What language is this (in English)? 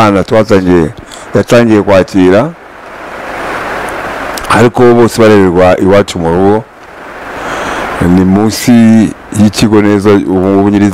Kinyarwanda